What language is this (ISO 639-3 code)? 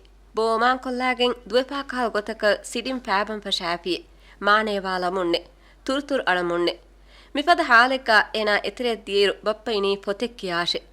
div